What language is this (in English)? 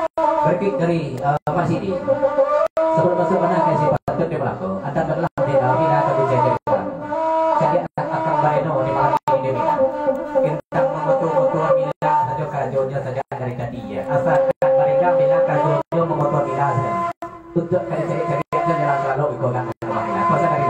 Minangkabau